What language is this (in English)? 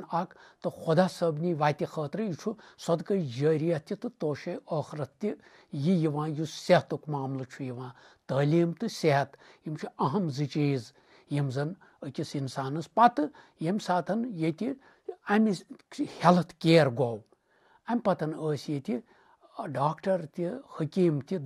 Kashmiri